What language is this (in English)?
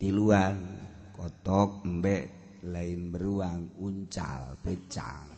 Sundanese